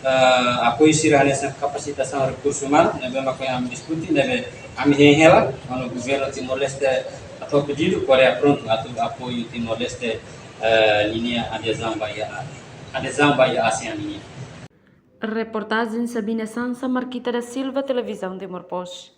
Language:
Tetum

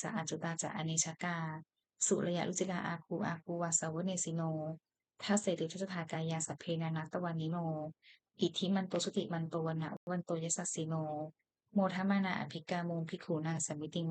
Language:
Pali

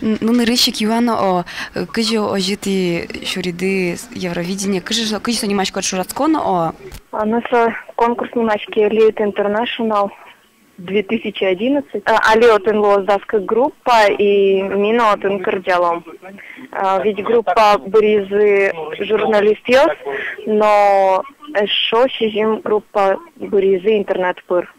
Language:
Udmurt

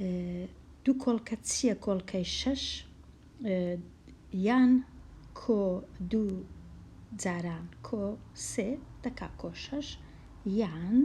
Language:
Central Kurdish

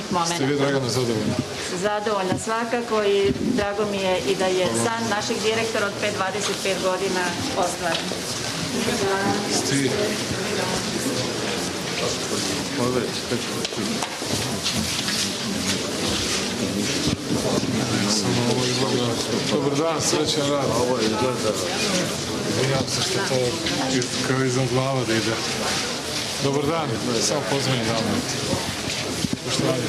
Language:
Serbian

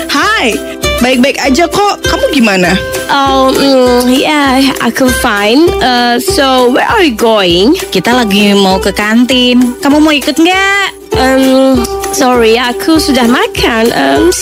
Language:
Indonesian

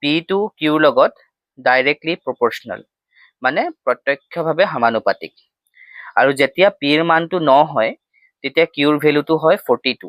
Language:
Assamese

